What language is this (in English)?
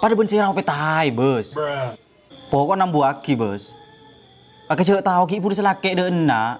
Madurese